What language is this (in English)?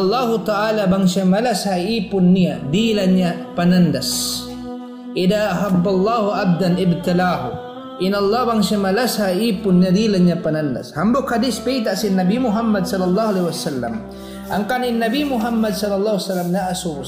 Tausug